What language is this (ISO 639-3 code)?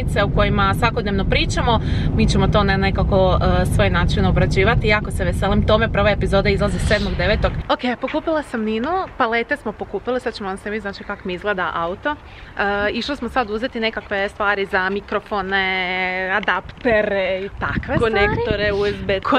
hrv